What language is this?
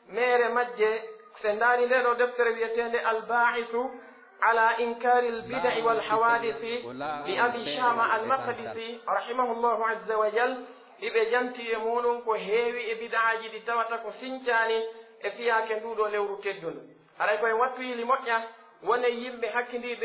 Pular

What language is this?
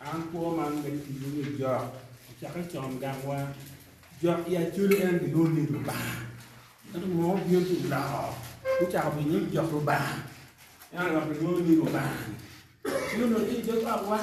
Acoli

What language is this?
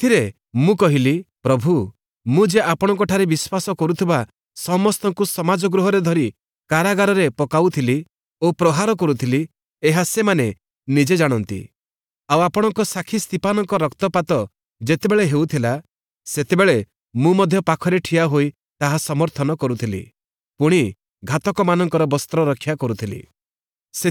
Odia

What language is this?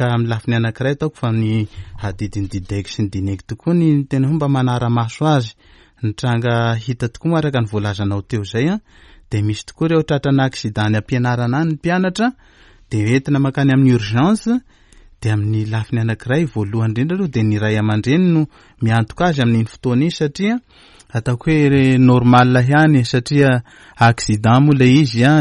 Malagasy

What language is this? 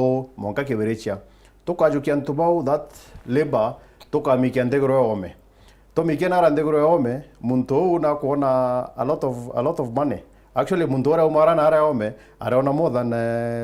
Meru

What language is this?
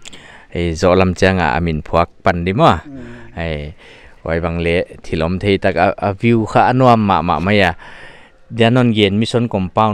Paite Chin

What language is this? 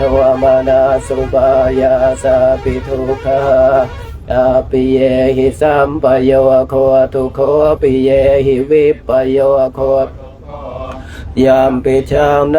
Pali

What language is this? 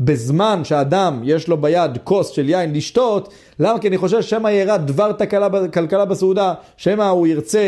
Hebrew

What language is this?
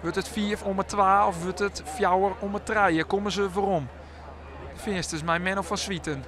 Western Frisian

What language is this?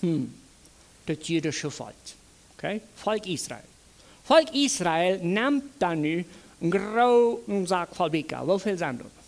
Plautdietsch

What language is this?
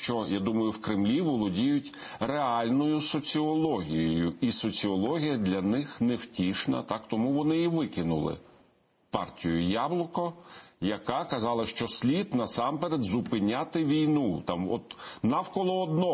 Ukrainian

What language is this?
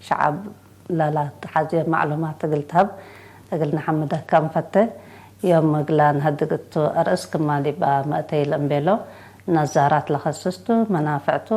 Tigre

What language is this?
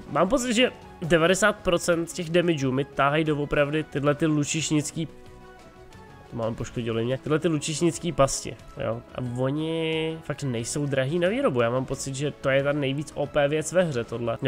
Czech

